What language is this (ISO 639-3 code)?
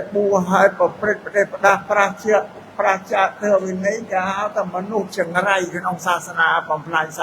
khm